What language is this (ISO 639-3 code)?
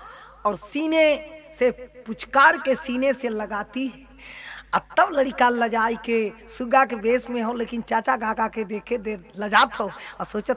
bho